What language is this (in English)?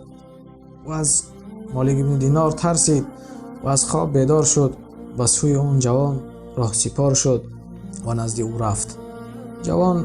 Tajik